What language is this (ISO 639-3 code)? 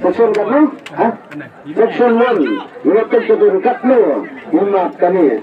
kha